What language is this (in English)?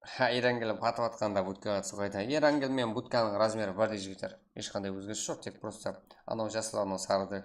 Kara-Kalpak